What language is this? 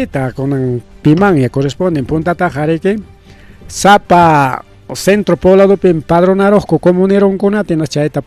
Ayacucho Quechua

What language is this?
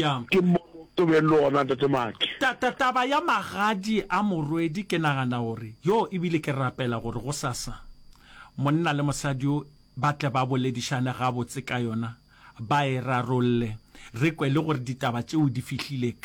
Northern Sotho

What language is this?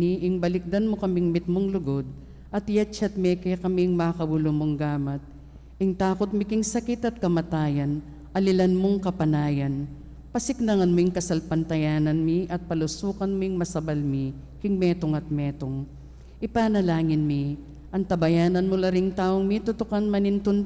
Pampanga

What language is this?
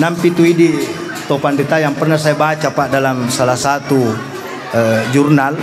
Buginese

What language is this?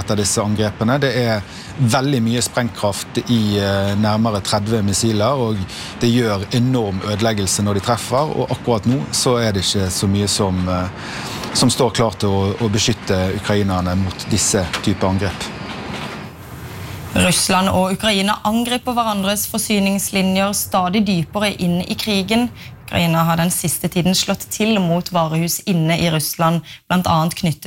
Norwegian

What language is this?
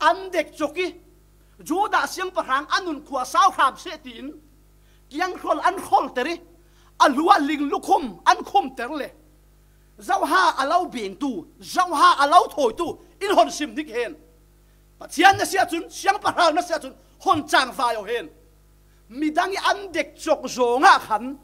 Falam Chin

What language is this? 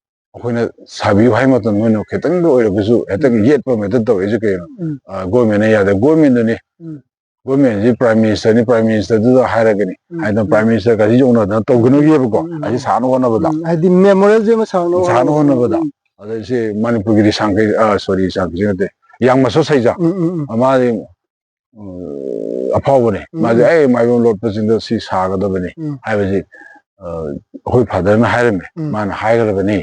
Manipuri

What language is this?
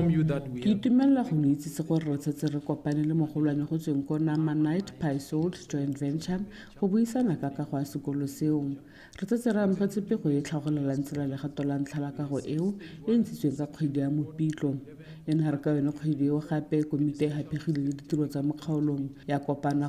Tswana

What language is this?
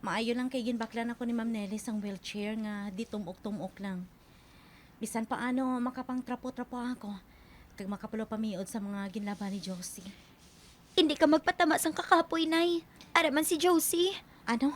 Hiligaynon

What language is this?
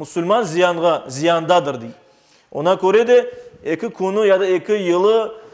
Crimean Tatar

